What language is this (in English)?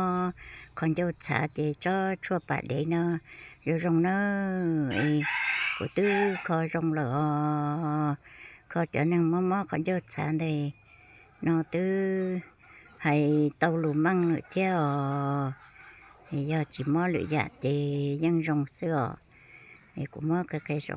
Hmong